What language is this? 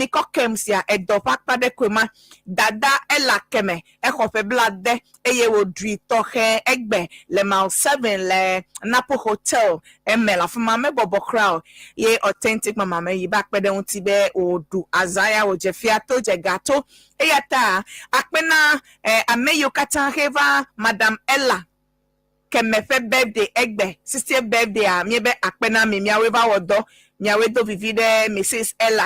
Ewe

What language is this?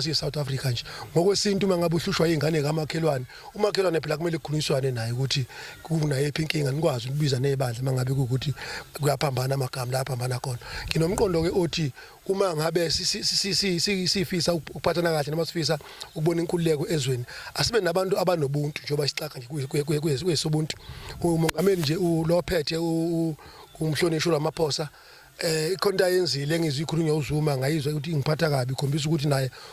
Zulu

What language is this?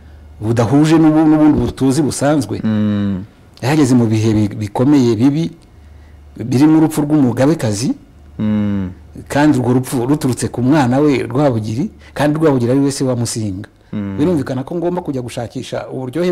Kinyarwanda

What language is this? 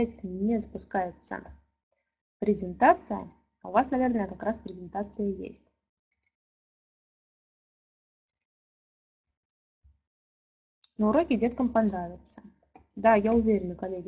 Russian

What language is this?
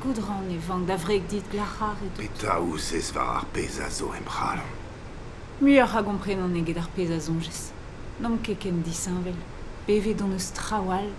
Breton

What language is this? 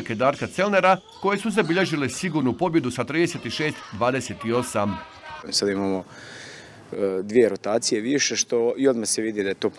Croatian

